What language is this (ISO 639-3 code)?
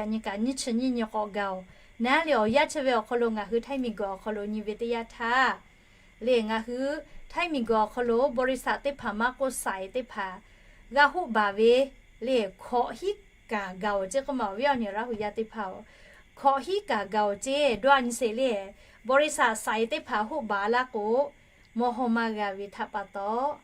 lhu